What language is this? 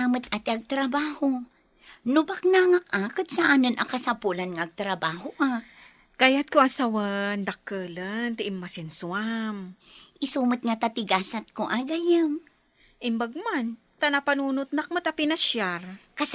Iloko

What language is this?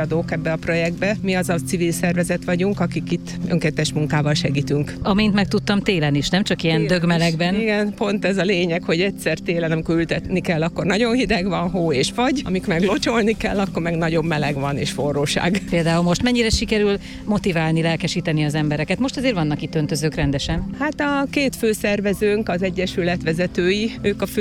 Hungarian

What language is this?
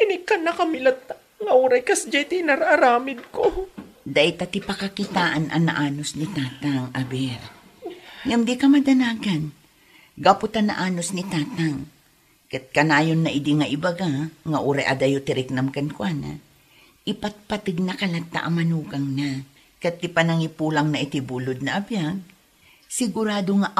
Iloko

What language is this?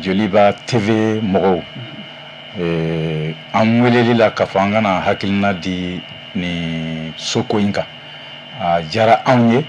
Bambara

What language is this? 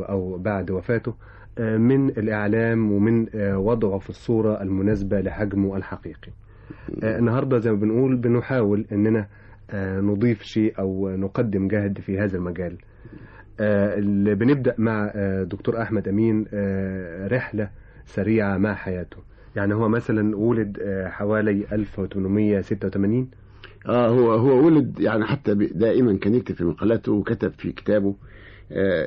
Egyptian Arabic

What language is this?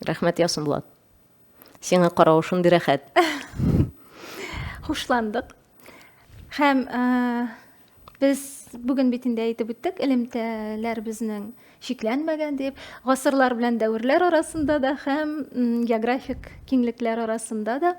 Tatar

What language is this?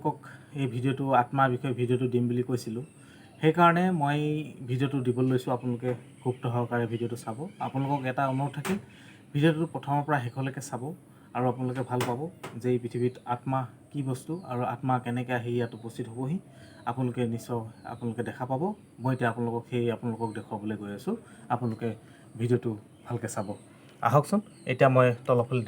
Assamese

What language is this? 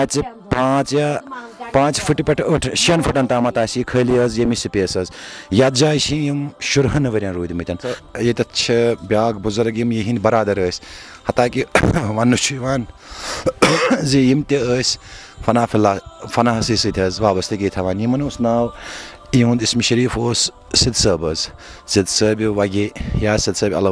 Kashmiri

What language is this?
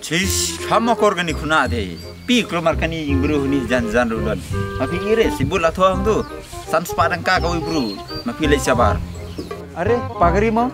Khasi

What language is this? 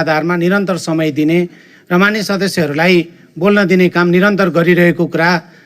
Nepali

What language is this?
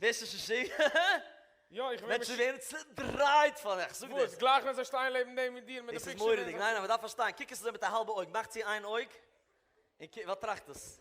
Yiddish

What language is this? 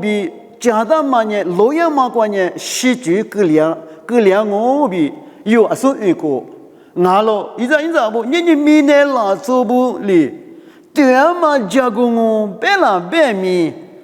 Lisu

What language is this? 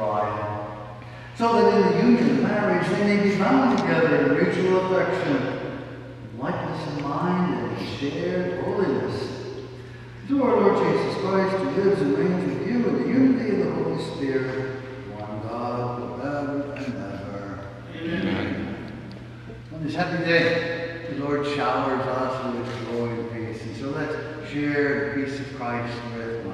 English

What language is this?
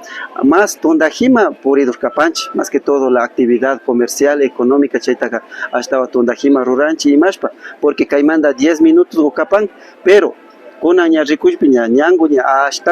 Imbabura Highland Quichua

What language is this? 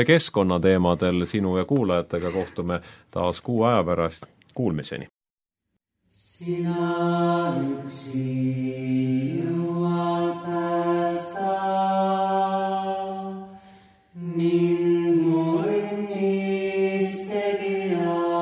Estonian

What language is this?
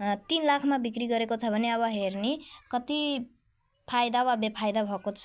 Nepali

